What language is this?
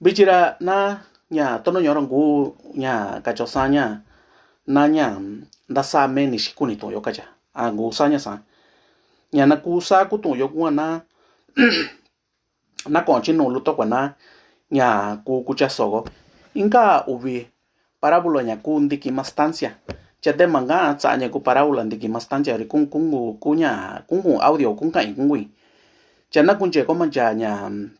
Mixtepec Mixtec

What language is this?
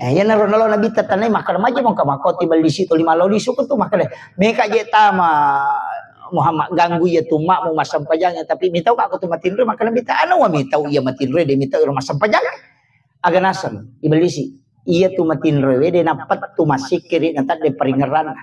Buginese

